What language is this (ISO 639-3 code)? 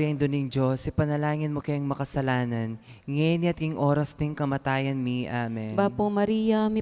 pam